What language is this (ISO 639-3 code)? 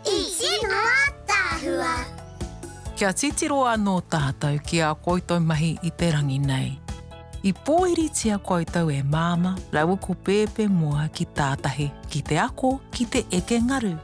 mri